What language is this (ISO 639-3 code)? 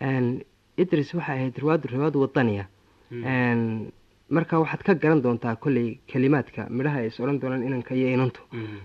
som